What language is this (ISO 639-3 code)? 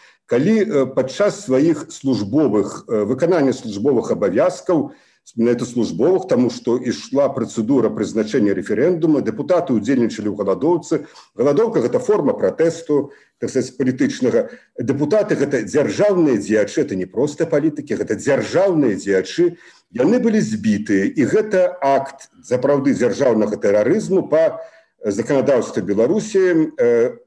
bel